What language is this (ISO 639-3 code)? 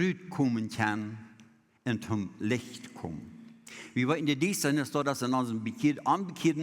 pdt